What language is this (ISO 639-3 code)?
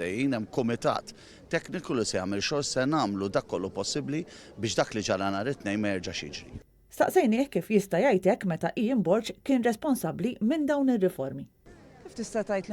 mlt